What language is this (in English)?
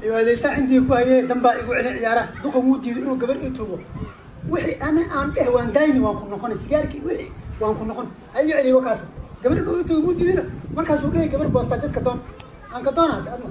Somali